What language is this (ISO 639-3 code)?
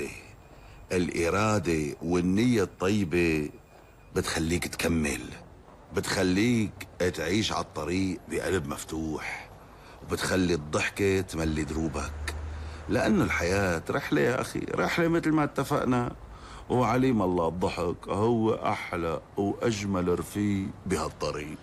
apc